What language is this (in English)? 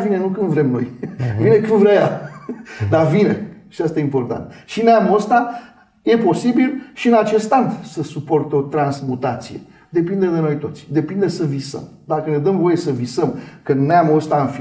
Romanian